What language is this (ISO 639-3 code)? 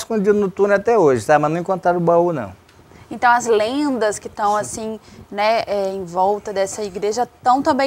por